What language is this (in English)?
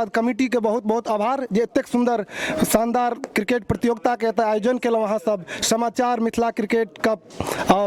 Maithili